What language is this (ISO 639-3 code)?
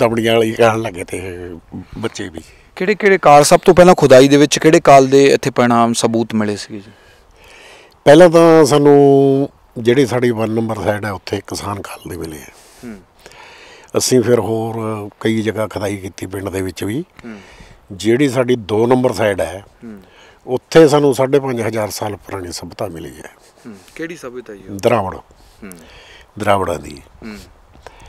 pan